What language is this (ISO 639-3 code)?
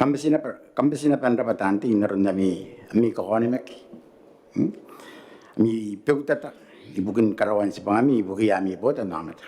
gil